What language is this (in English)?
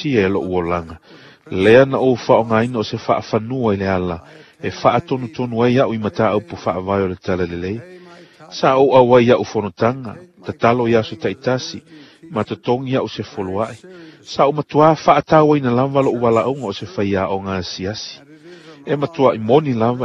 Samoan